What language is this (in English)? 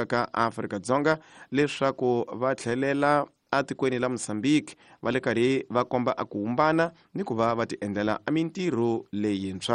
Tsonga